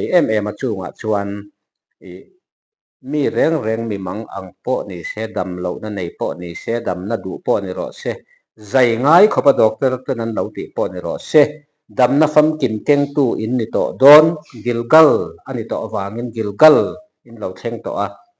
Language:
Mizo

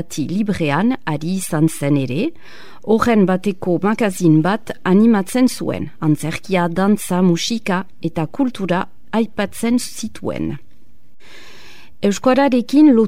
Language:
Basque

